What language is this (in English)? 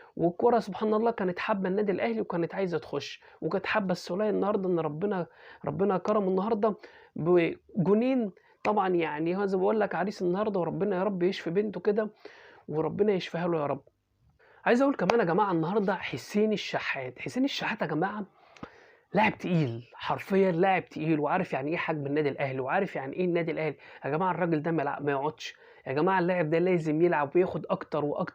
Egyptian Arabic